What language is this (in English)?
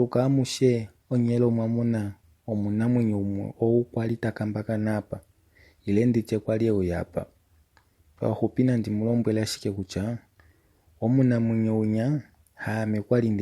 Kuanyama